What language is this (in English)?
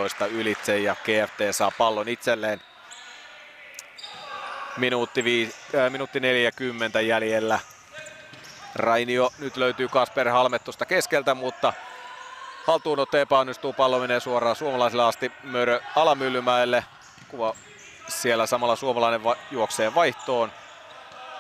Finnish